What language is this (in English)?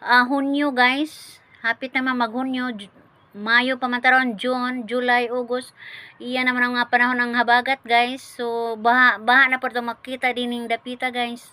Cebuano